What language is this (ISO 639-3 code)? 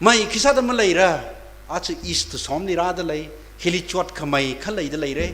nmf